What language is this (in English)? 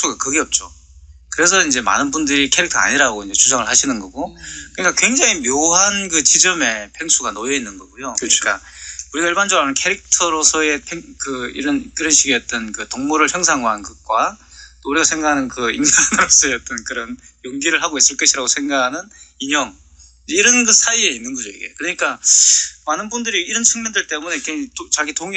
Korean